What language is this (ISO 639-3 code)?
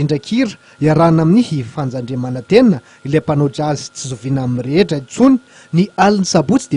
mlg